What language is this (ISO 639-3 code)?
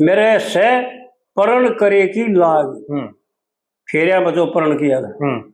bgc